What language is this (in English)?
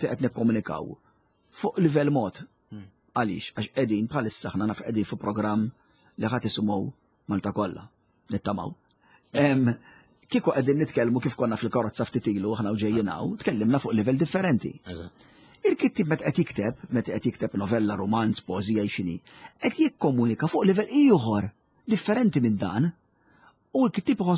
Maltese